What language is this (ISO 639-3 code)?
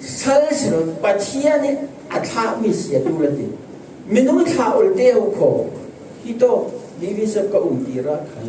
cfm